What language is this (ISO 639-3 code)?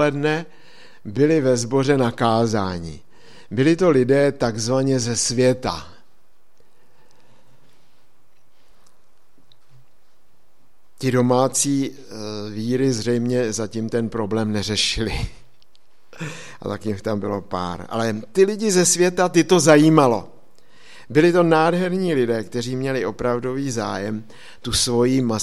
ces